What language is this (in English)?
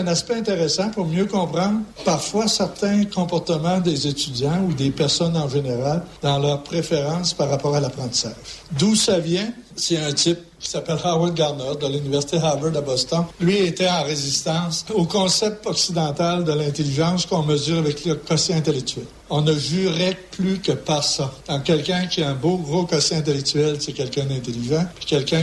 French